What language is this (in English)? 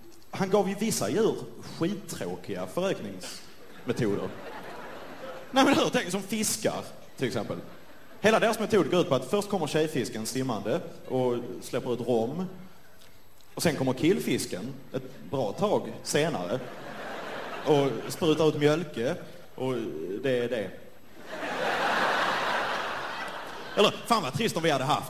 Swedish